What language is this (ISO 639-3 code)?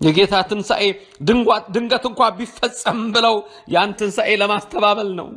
amh